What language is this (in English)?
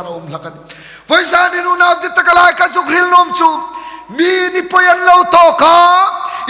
Hmar